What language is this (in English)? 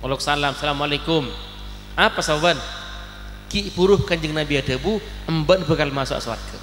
Madurese